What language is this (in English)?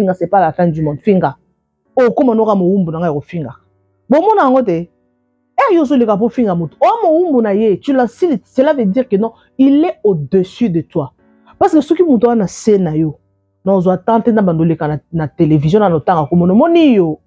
Lingala